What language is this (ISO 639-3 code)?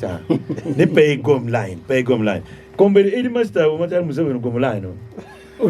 ach